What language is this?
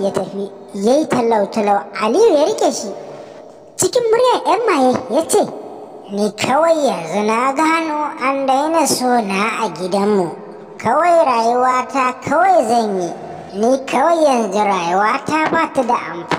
Hausa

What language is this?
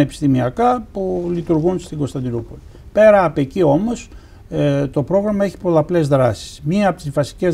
Greek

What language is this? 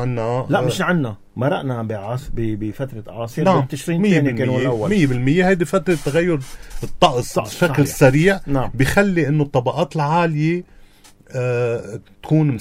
North Levantine Arabic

